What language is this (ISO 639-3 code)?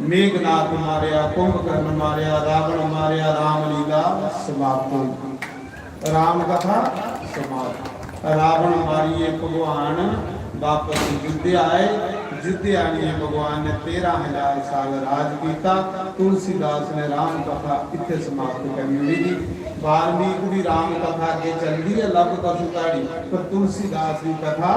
doi